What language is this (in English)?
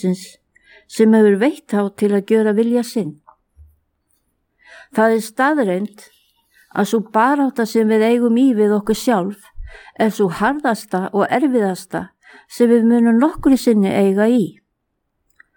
Icelandic